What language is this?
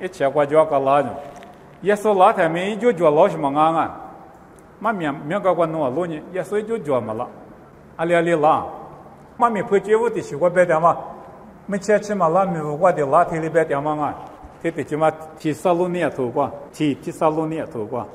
Lisu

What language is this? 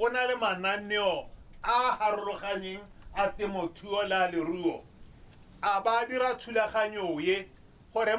Tswana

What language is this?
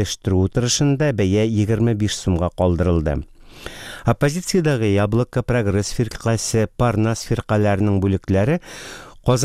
Tatar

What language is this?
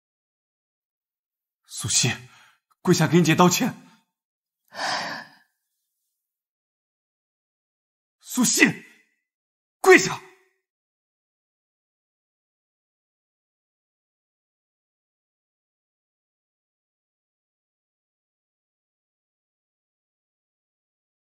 Chinese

